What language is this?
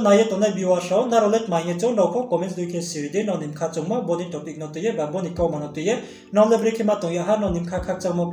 Riang (India)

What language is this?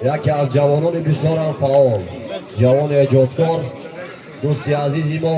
Tajik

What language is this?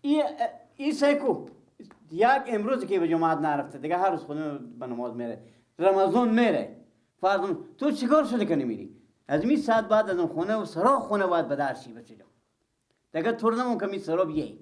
Persian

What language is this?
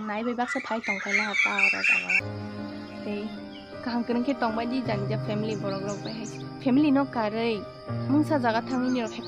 Kok Borok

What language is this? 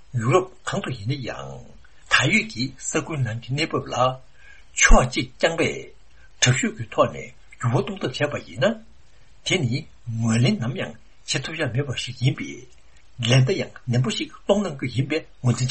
Tibetan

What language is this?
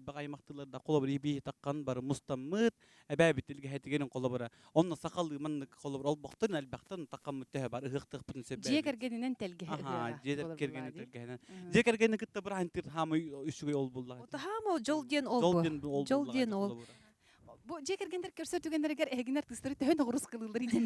Yakut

